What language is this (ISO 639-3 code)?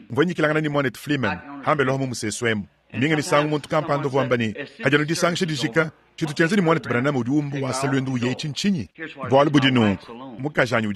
lua